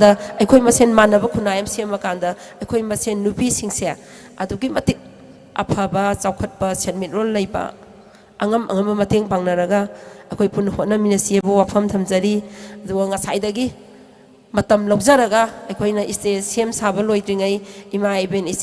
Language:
Manipuri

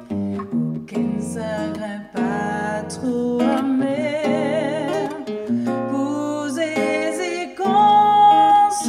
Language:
Morisyen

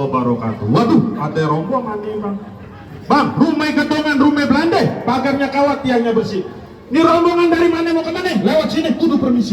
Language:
Betawi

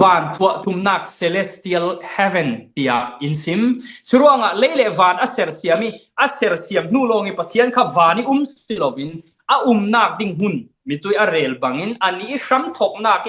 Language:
Falam Chin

